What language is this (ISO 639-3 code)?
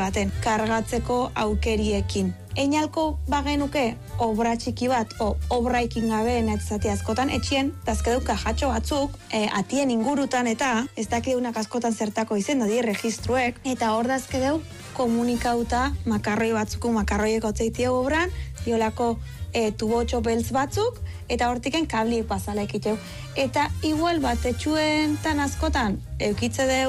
eus